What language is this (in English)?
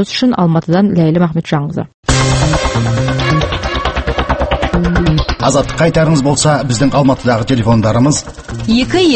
Kazakh